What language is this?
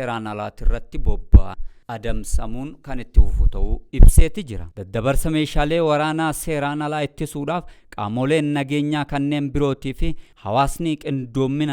Oromo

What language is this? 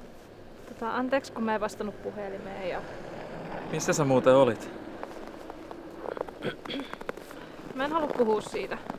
Finnish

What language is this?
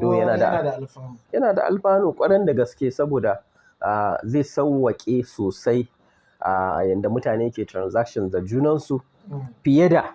Hausa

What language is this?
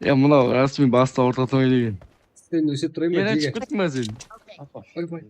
Kara-Kalpak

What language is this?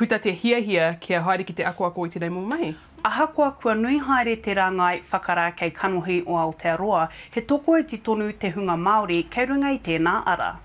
Māori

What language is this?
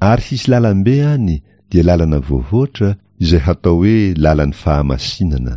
Malagasy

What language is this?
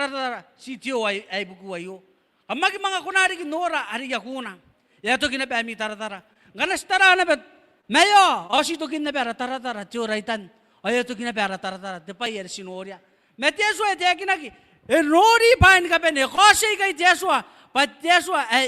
Gilbertese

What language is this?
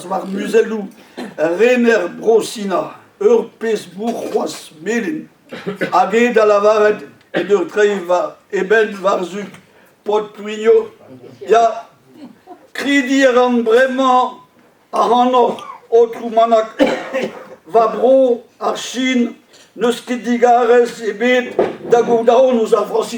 Breton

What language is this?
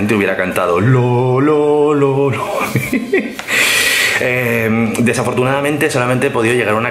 Spanish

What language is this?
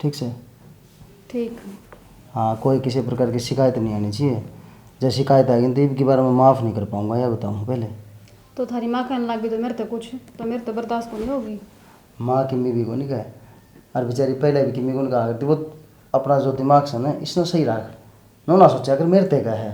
Haryanvi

